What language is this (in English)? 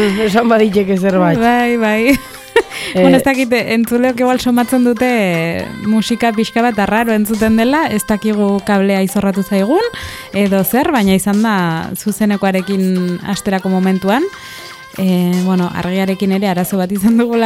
Basque